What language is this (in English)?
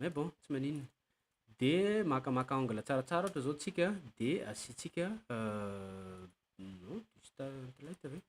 Malagasy